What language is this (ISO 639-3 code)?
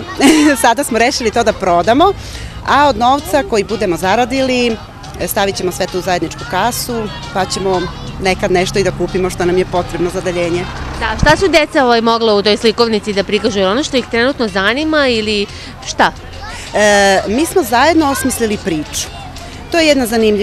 srp